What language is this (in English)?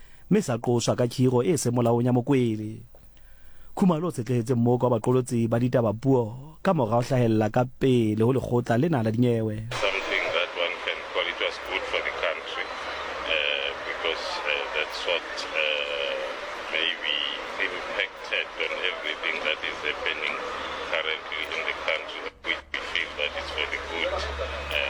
Southern Sotho